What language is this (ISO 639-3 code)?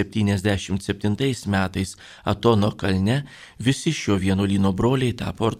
lit